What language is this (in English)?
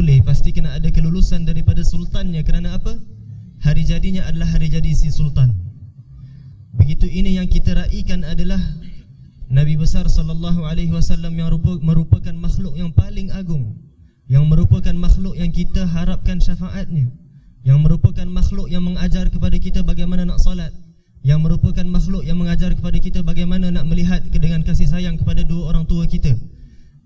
Malay